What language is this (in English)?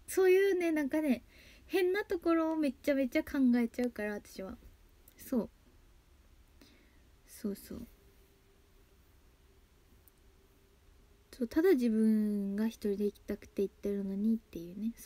Japanese